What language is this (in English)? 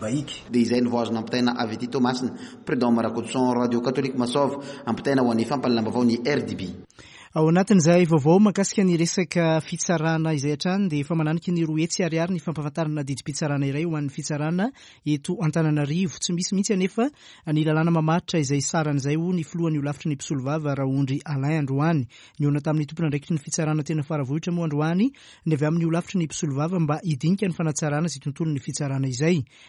Malagasy